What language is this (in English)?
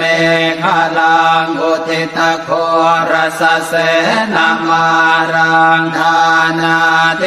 Pali